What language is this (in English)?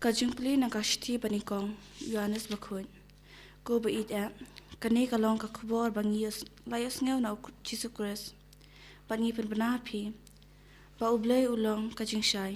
Khasi